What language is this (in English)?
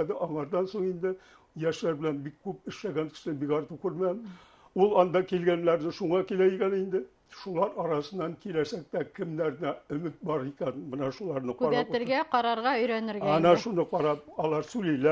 Bashkir